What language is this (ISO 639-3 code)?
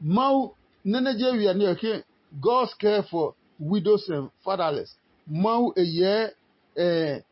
ada